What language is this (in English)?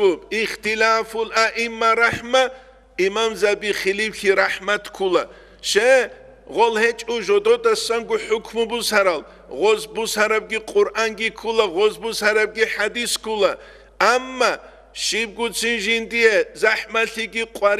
Avaric